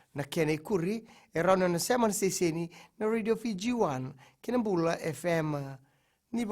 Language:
Fijian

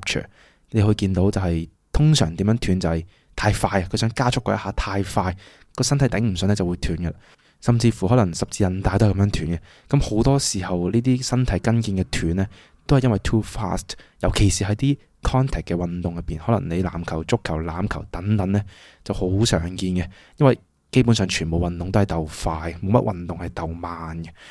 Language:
Cantonese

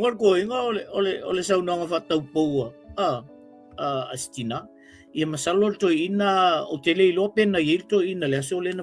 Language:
Samoan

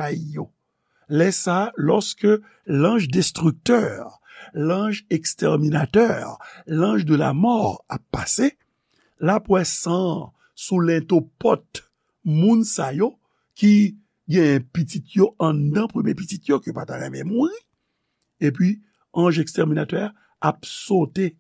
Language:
Haitian Creole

